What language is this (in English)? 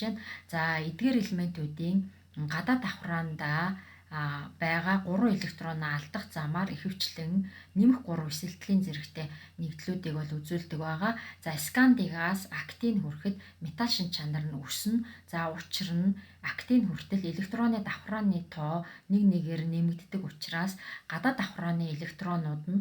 Mongolian